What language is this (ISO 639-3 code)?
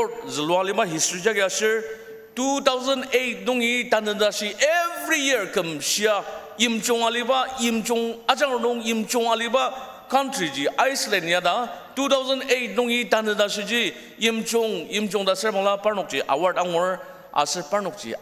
njo